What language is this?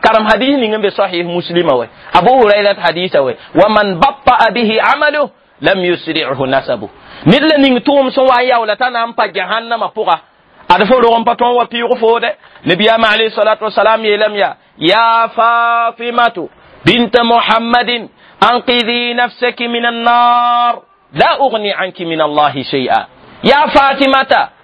Mossi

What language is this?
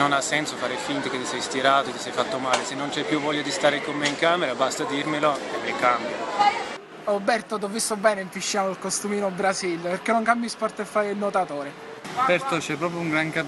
Italian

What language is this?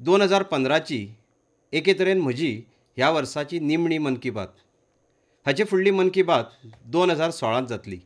Konkani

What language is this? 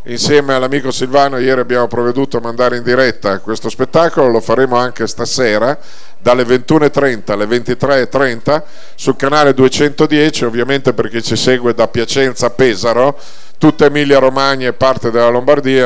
Italian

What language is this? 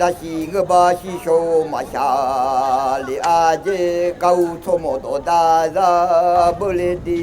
Akha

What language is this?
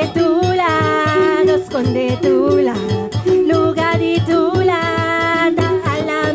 Papiamento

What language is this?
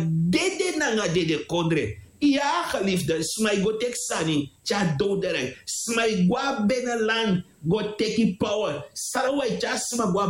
Sranan Tongo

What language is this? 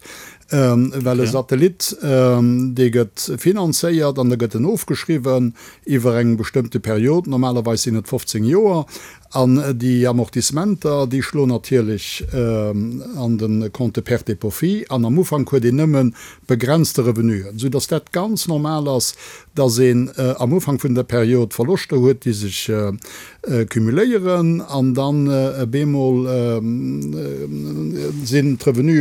Luxembourgish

